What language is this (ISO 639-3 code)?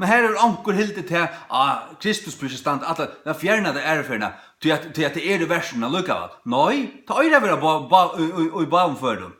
fao